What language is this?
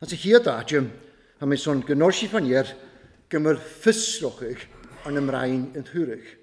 Welsh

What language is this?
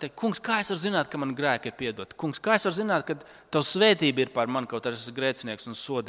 Latvian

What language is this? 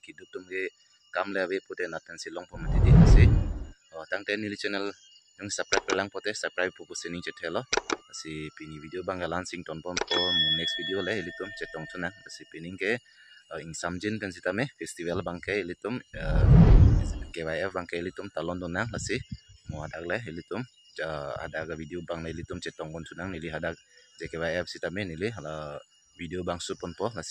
Karbi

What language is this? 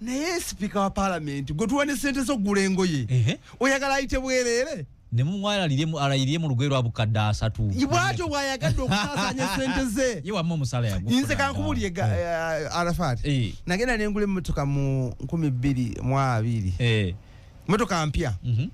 Ganda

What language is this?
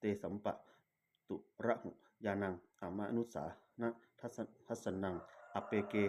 Pali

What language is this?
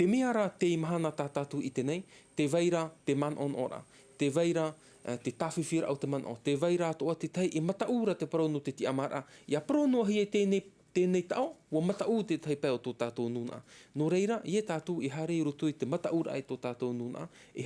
Tahitian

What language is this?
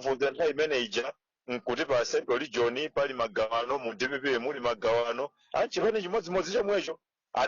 Nyanja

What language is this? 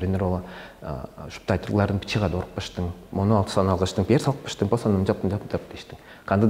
Tuvinian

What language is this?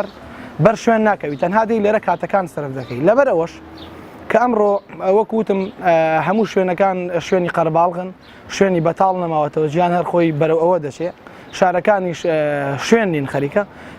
Central Kurdish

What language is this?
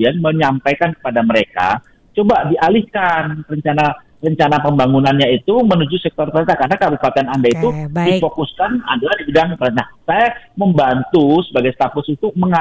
Indonesian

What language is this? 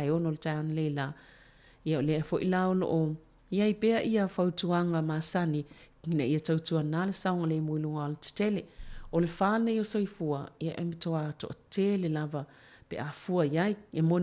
Samoan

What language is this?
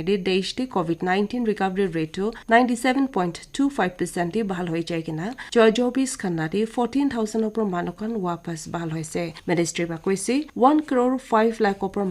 Naga Pidgin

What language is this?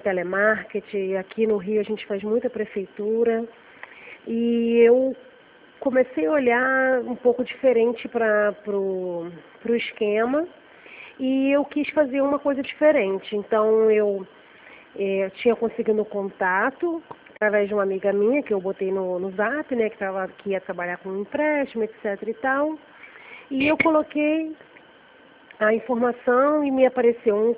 Portuguese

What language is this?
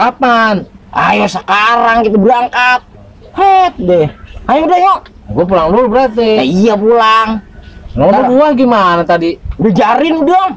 Betawi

